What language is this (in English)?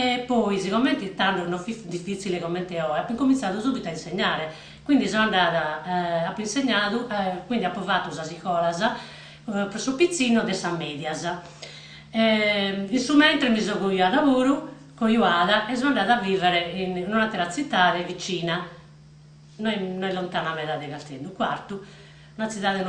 Sardinian